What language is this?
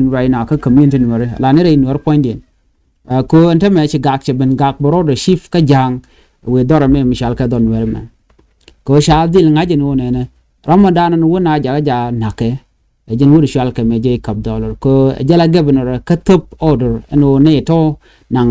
Nuer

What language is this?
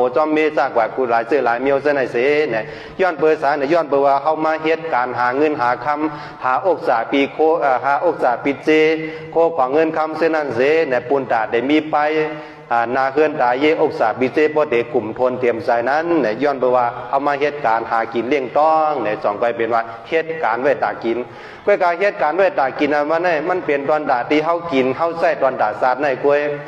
Shan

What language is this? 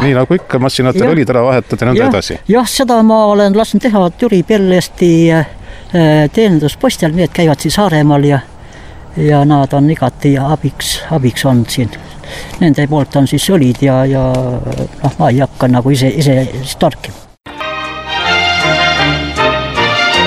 Estonian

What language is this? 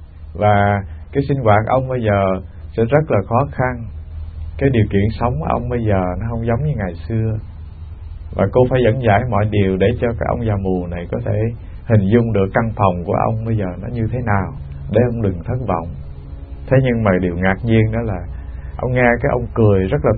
Vietnamese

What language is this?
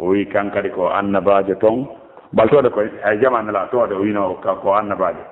Fula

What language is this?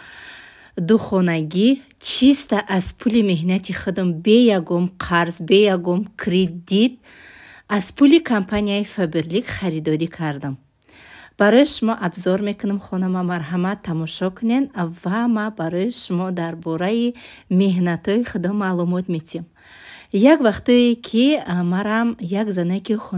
Tajik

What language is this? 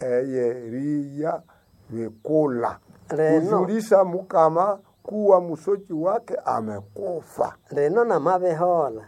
Nande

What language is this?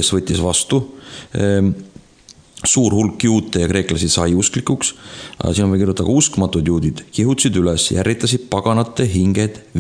Estonian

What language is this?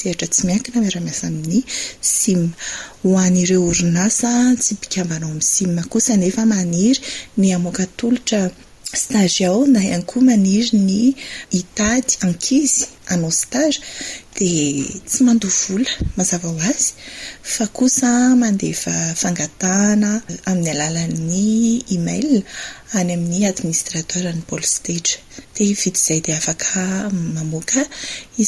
Malagasy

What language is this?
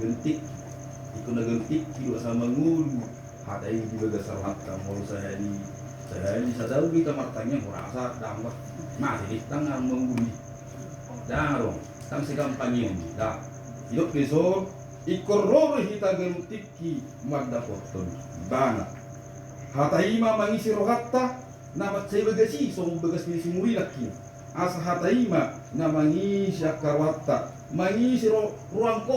Batak Toba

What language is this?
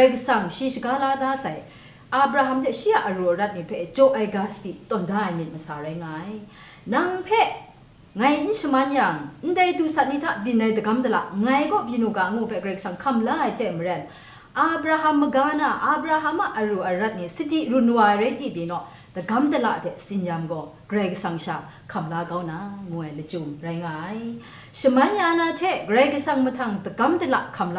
Kachin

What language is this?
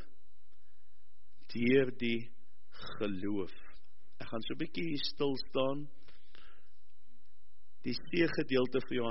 Afrikaans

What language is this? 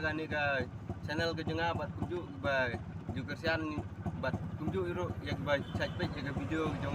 Khasi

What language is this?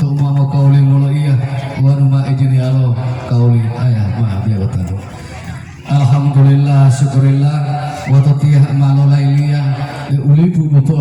Gorontalo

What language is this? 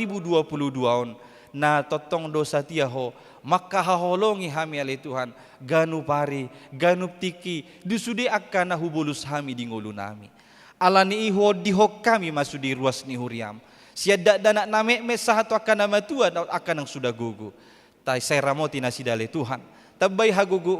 Batak Toba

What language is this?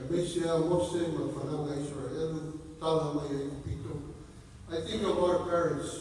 Samoan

